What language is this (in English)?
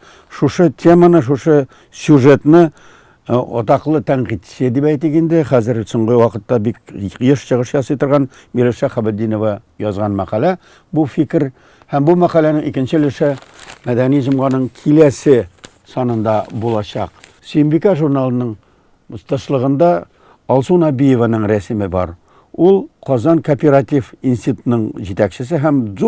Tatar